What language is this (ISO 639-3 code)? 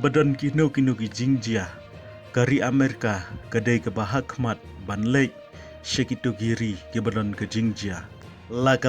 kha